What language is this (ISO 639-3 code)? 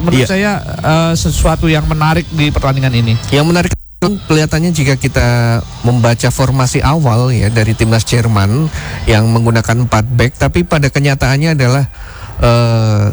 ind